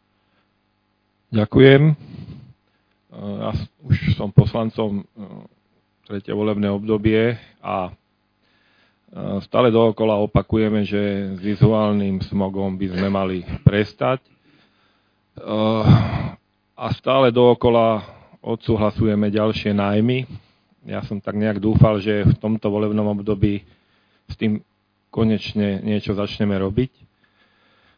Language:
Slovak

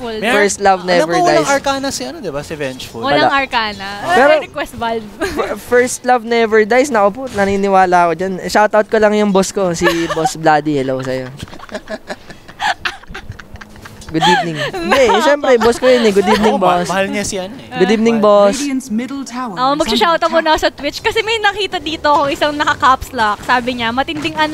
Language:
Filipino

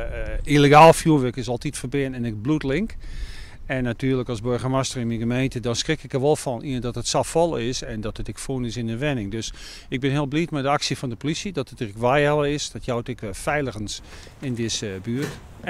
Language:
Western Frisian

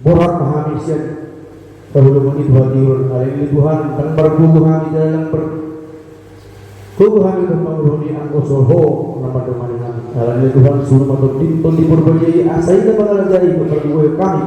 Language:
Batak Toba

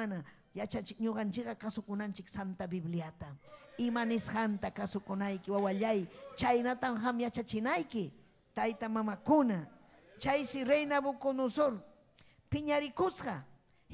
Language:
Ayacucho Quechua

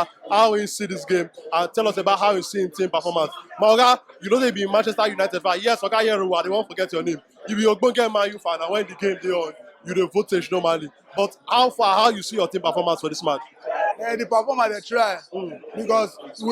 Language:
Nigerian Pidgin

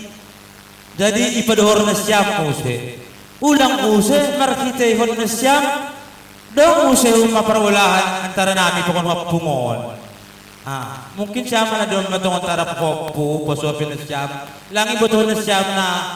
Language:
Batak Simalungun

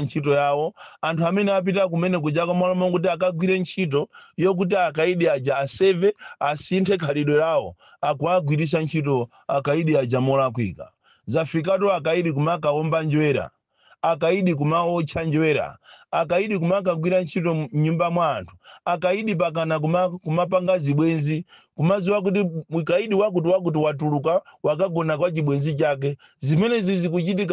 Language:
Nyanja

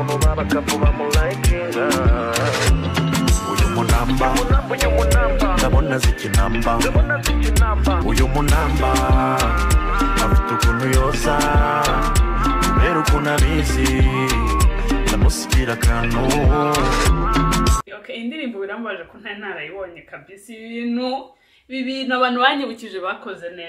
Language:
Kinyarwanda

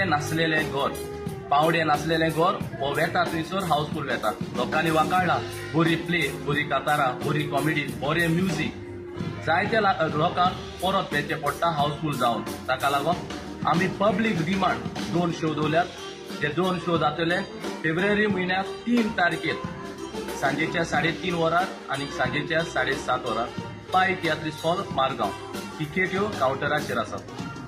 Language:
Konkani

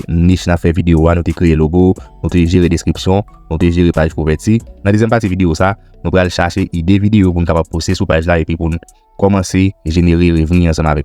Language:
Haitian Creole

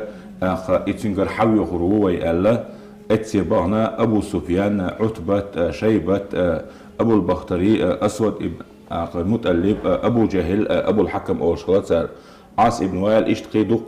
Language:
Chechen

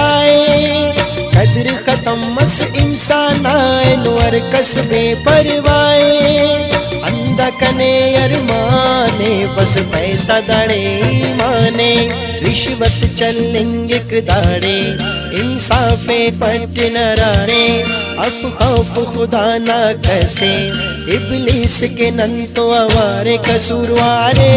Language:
Brahui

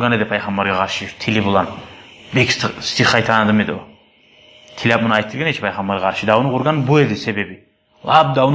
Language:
Kumyk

